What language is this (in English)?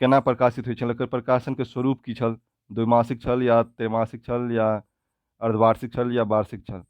Maithili